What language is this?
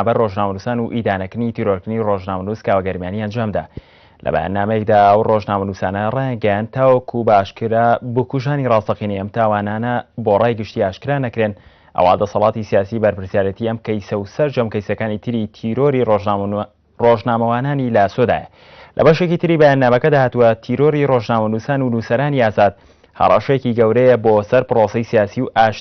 Central Kurdish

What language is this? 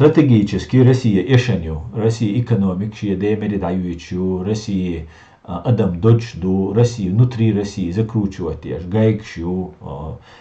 Chechen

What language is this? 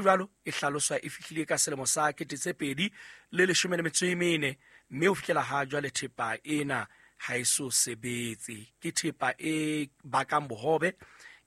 Southern Sotho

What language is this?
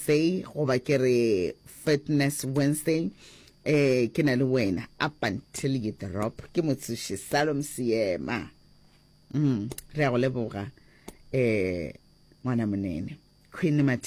Northern Sotho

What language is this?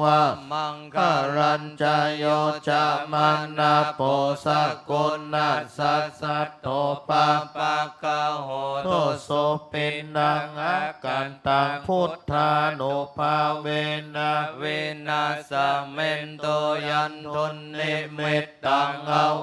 Pali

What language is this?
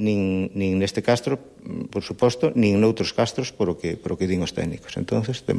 Galician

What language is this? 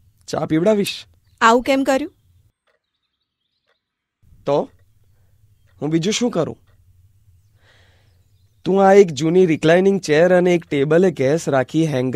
Gujarati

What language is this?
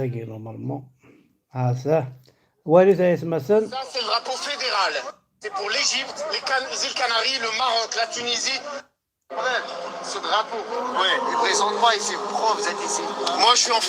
Kabyle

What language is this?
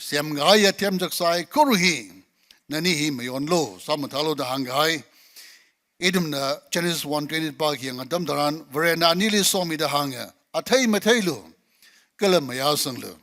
Tangkhul Naga (India)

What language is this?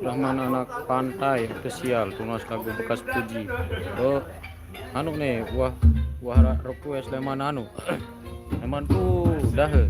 Sasak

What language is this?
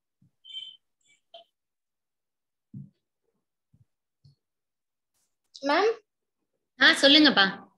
Tamil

